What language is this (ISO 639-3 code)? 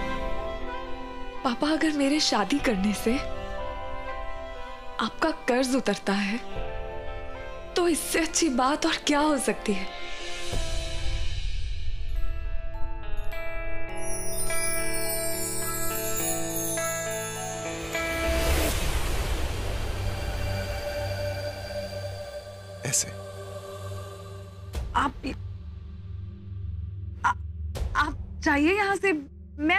hin